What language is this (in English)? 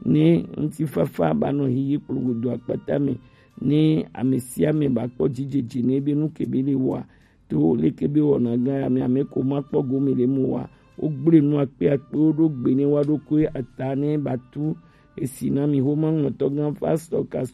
Gen